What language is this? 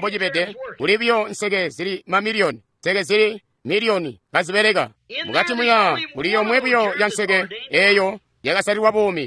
Tonga (Zambia)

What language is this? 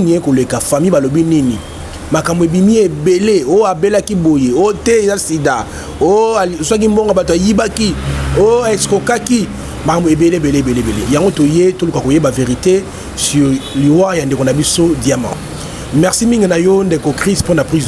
Lingala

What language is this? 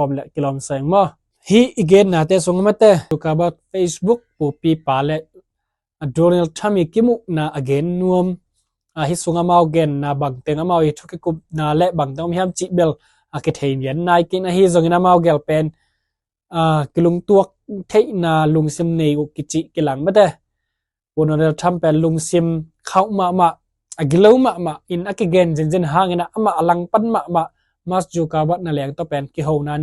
Tedim Chin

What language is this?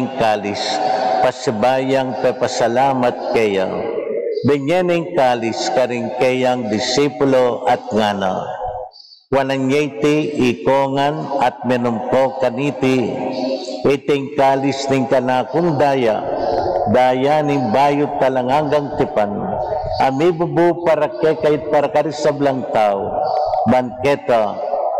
Pampanga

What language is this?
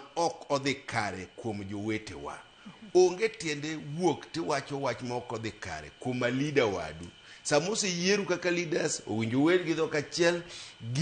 Luo (Kenya and Tanzania)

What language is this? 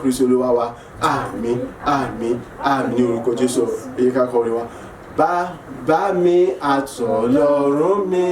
Yoruba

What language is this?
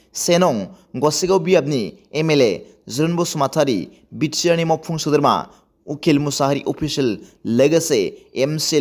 Bodo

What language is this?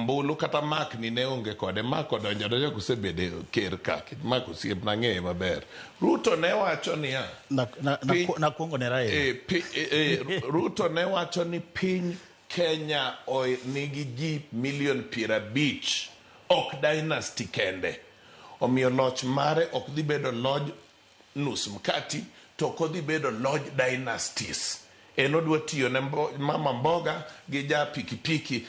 Luo (Kenya and Tanzania)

